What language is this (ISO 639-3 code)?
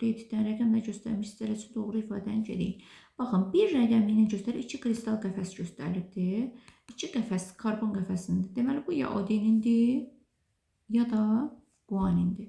aze